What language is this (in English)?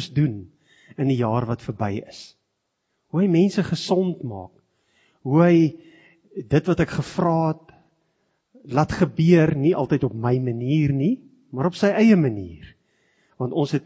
Afrikaans